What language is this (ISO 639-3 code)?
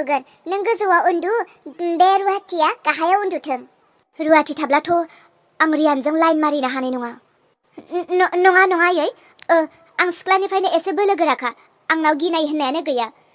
brx